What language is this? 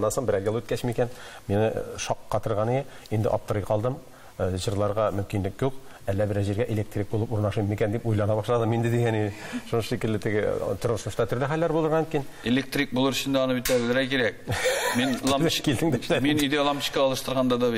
Tatar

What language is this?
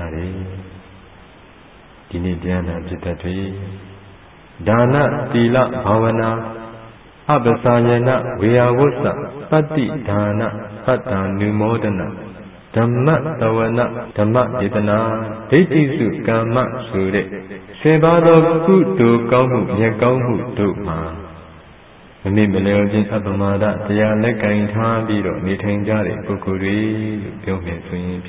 Burmese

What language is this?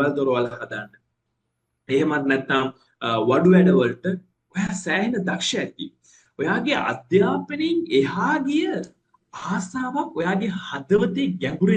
Sinhala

